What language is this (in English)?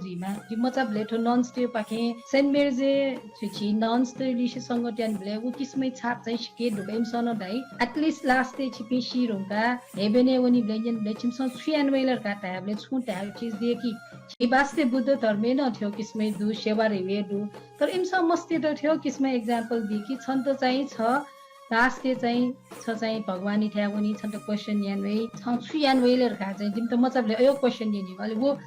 Newari